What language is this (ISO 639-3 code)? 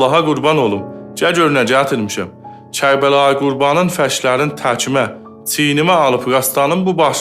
azb